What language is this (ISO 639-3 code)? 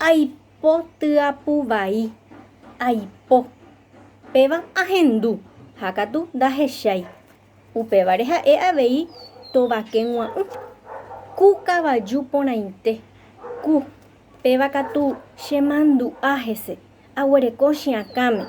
grn